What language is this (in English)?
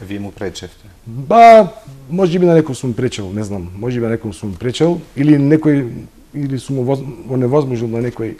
Macedonian